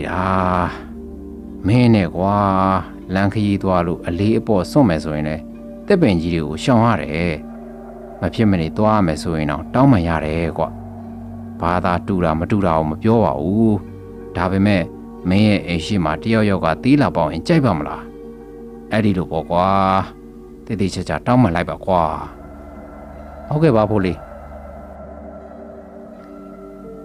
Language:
Burmese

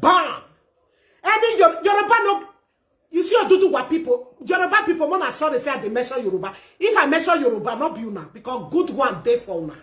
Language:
Nigerian Pidgin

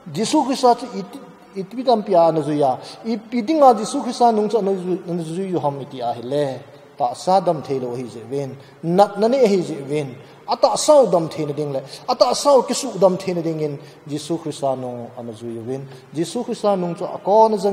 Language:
Thado Chin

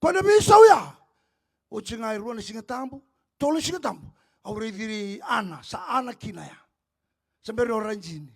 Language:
Fijian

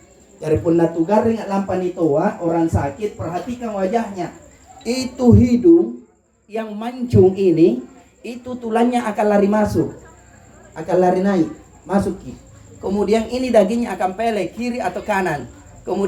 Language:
Makasar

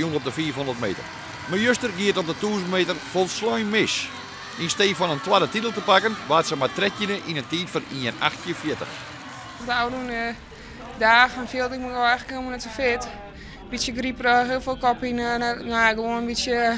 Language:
Western Frisian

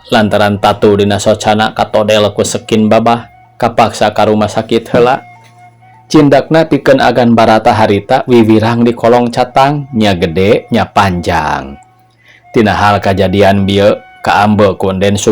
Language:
Sundanese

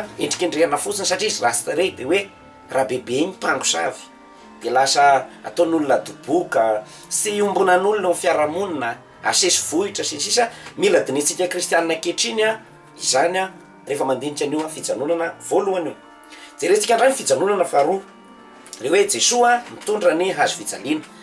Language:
Malagasy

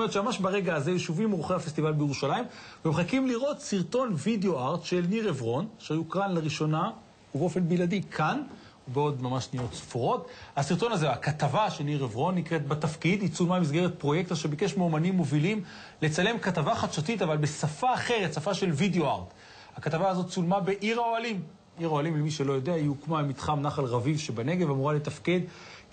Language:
Hebrew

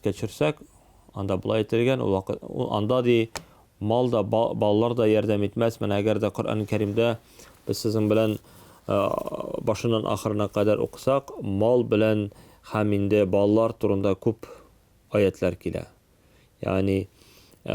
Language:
Tatar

